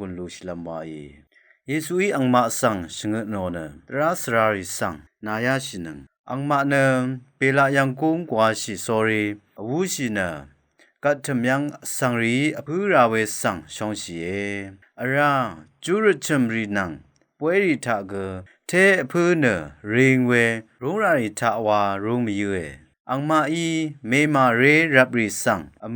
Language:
Rawang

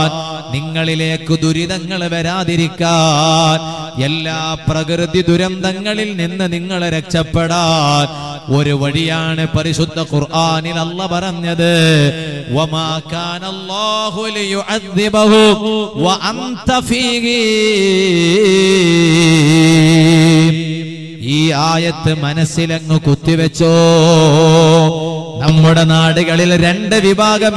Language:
Malayalam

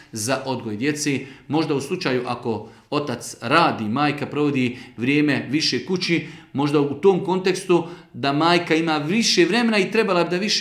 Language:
Bosnian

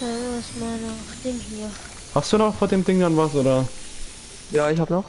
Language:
Bavarian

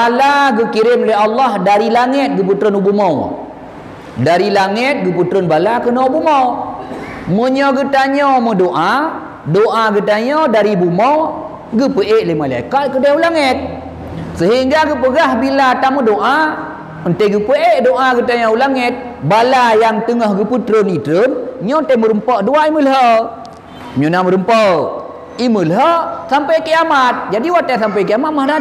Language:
Achinese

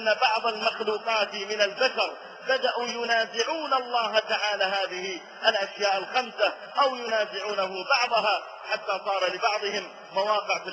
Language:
Arabic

